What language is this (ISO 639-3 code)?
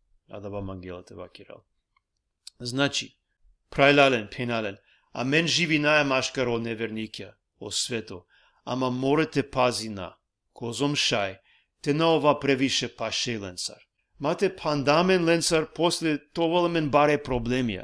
rmn